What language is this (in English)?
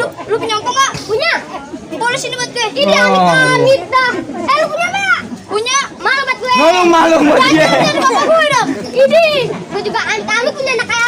Betawi